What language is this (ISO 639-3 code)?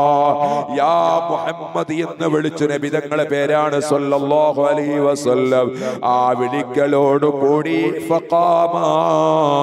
mal